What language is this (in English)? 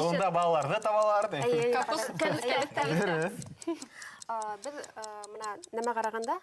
Bashkir